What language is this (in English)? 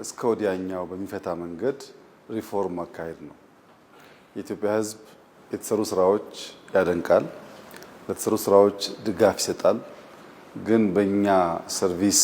Amharic